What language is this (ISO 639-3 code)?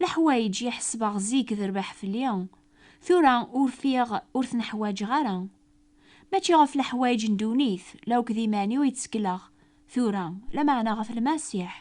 kab